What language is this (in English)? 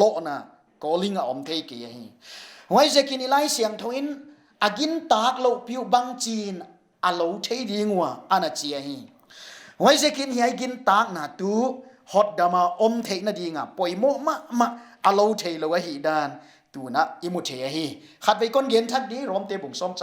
Paite Chin